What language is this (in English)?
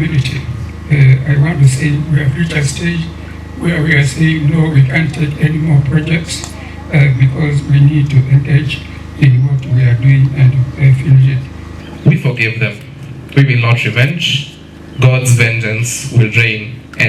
Kamba